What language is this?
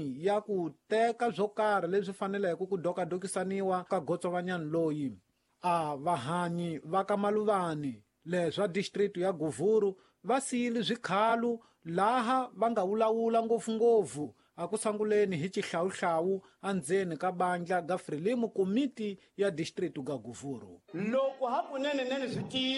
Tsonga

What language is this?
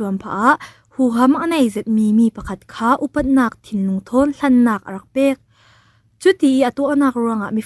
Falam Chin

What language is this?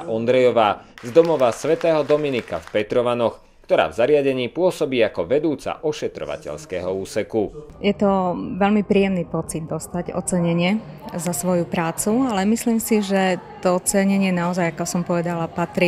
Slovak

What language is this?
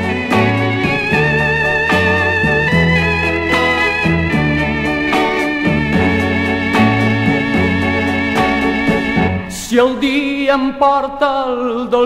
Catalan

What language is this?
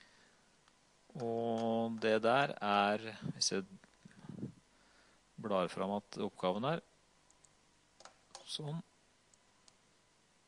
Norwegian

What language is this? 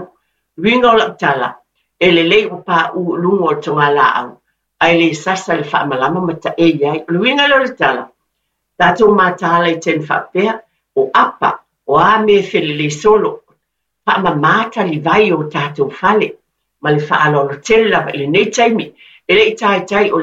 Samoan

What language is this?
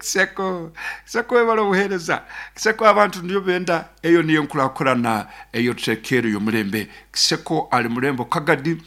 Nyoro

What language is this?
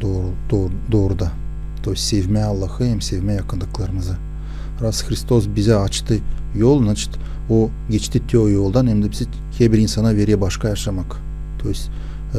Gagauz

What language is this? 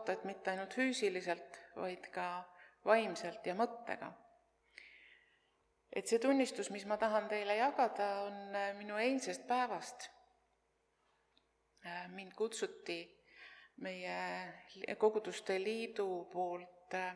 Estonian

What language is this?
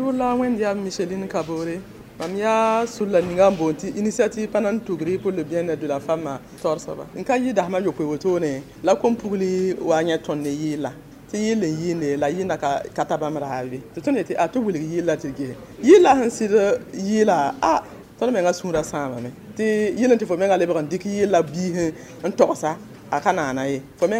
Mossi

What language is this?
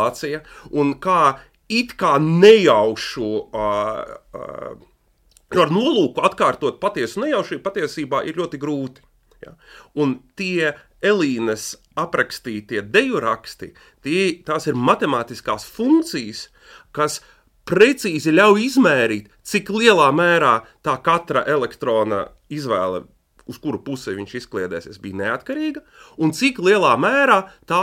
Latvian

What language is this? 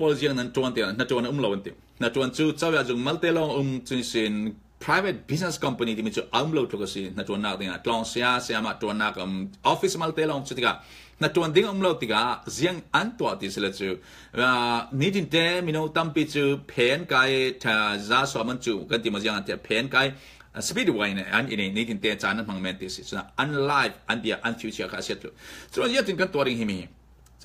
Falam Chin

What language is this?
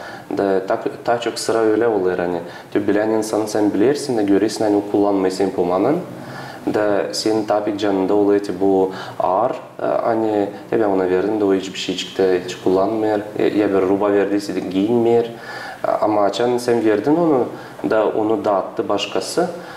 Gagauz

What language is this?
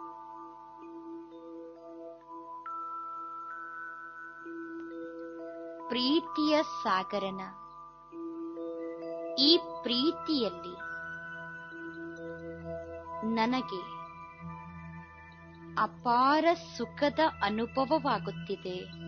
Kannada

